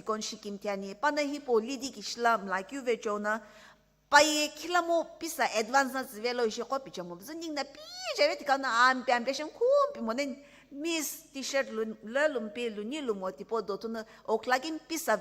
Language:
Sumi Naga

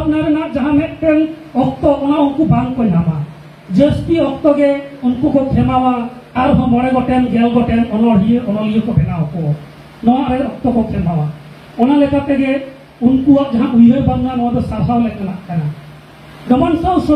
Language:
Santali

